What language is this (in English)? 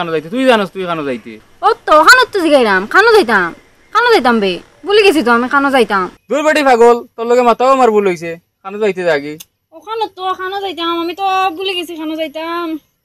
Sylheti